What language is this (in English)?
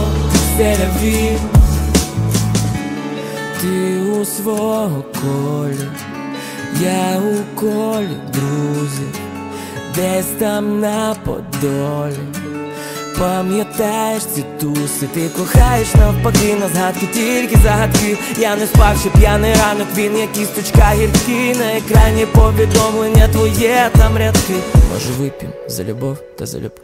Ukrainian